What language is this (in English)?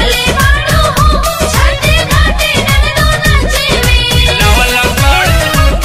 Bhojpuri